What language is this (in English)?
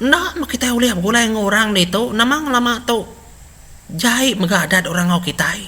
Iban